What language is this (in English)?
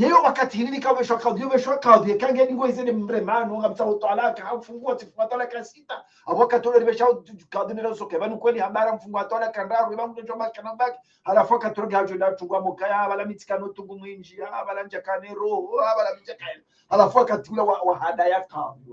Ngazidja Comorian